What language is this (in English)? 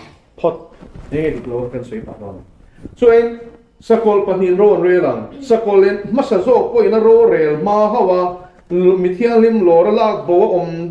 Mizo